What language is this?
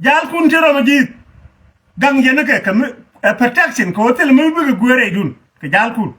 Nuer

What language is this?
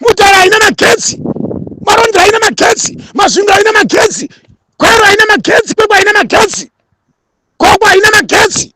Shona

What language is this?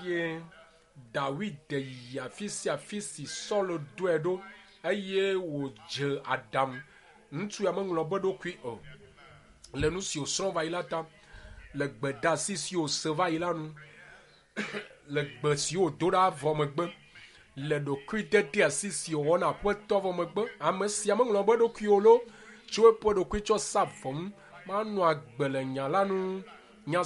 Ewe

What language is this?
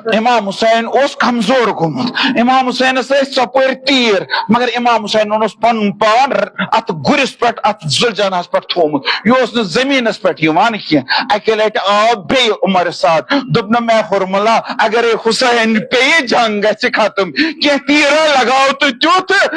Kashmiri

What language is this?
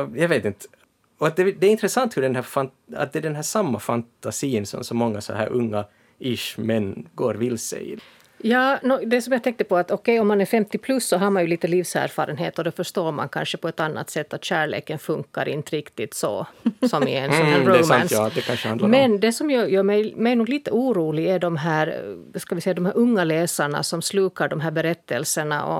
Swedish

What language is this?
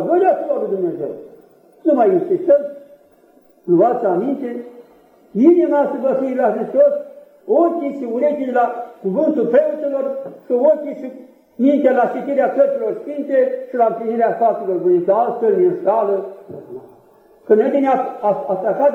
Romanian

